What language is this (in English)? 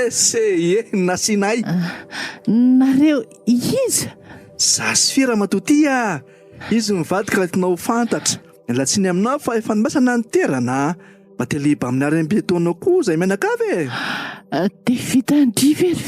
Malagasy